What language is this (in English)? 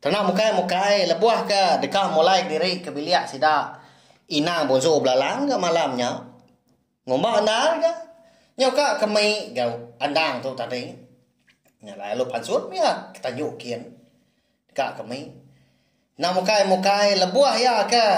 Iban